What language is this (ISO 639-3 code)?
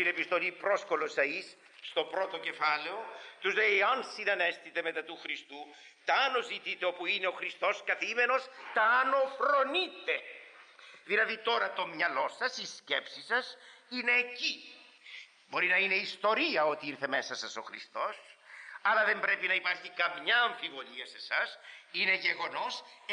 ell